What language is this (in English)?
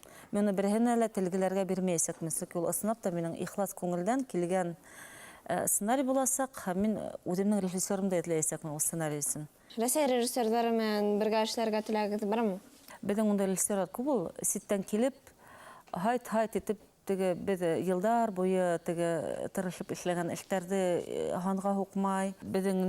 Bashkir